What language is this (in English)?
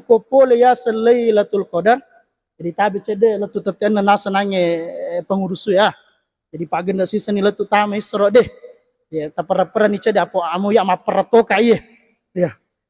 Buginese